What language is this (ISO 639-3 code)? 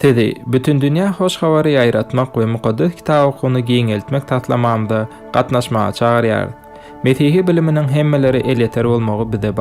tuk